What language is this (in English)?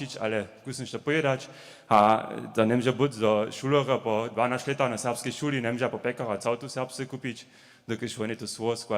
Upper Sorbian